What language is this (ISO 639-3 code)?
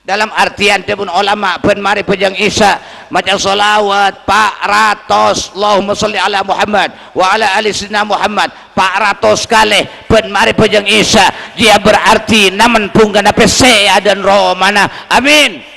mad